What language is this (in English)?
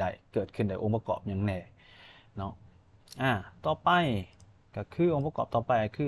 Lao